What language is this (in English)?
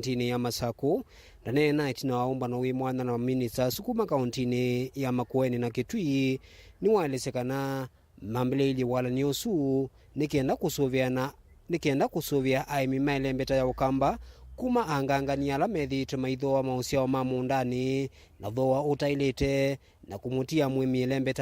Kamba